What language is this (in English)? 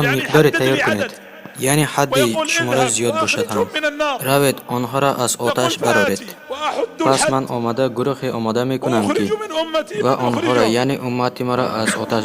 Tajik